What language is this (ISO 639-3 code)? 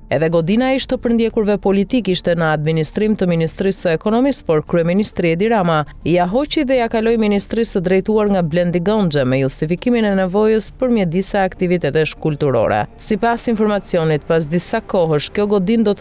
sqi